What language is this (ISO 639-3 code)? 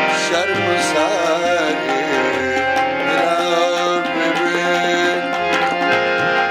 fas